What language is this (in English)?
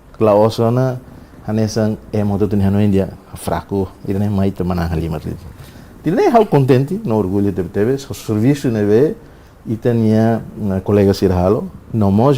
Tetum